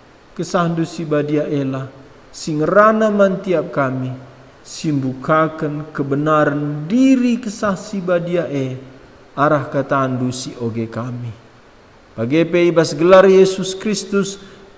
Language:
Batak Karo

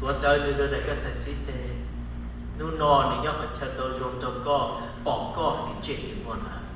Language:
Hmong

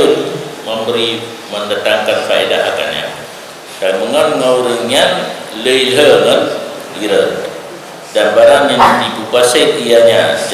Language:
Achinese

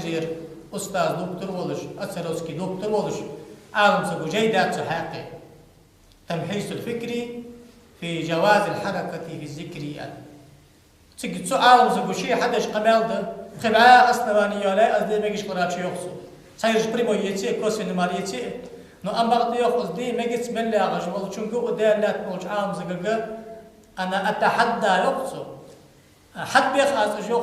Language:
Ingush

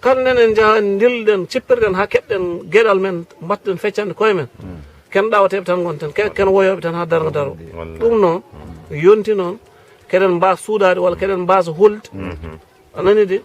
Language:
Fula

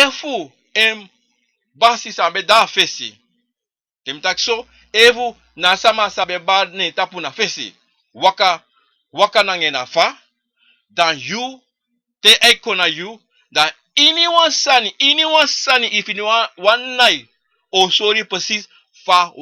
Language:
Sranan Tongo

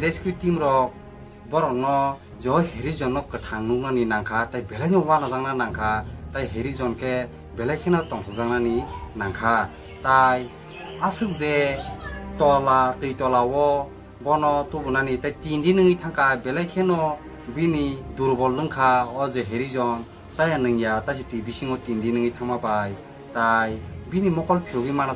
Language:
Kok Borok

